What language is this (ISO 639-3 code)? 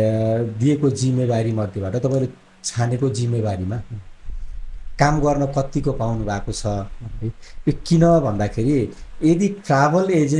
nep